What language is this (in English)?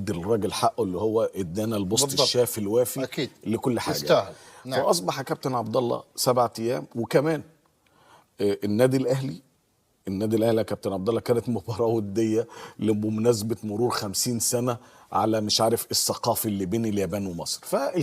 Egyptian Arabic